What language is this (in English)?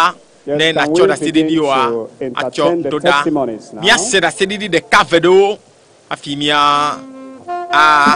Ewe